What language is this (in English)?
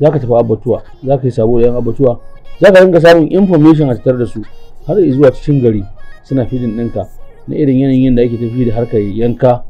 Hausa